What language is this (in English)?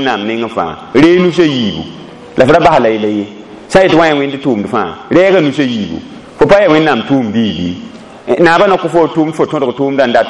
Mossi